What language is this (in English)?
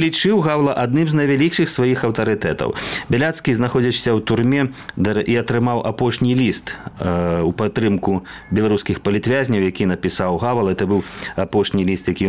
Belarusian